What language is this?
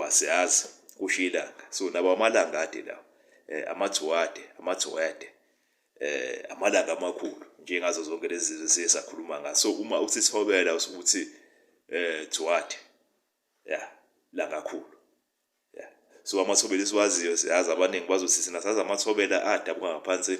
Zulu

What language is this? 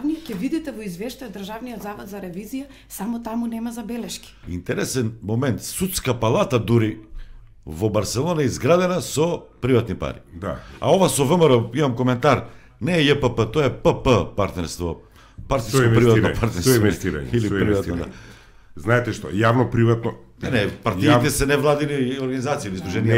Macedonian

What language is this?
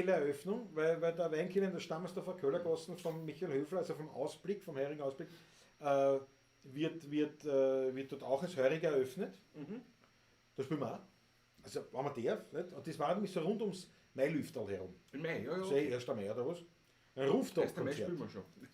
Bavarian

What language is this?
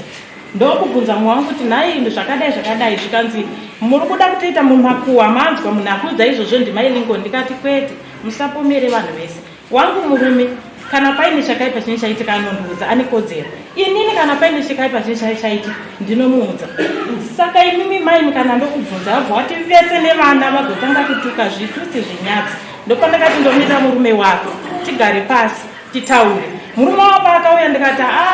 Shona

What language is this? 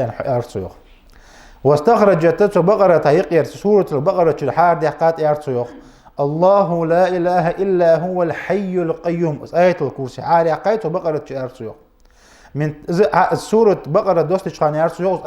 Ingush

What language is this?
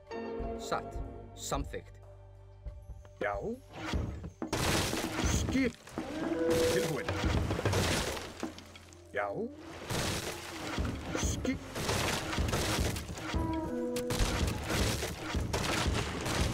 Icelandic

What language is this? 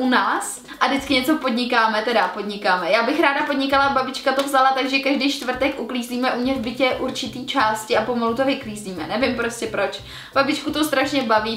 Czech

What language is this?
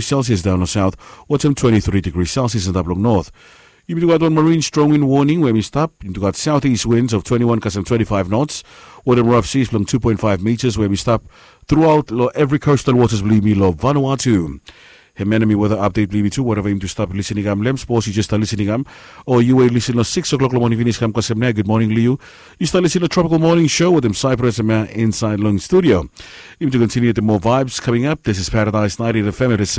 Bislama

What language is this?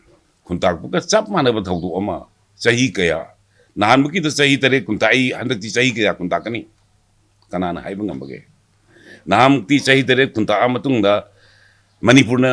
Manipuri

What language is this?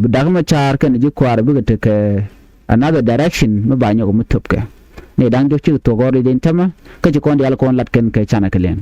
Nuer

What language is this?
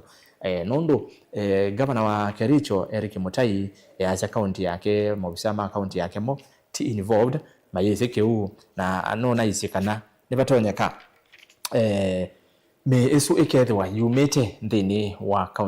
Kamba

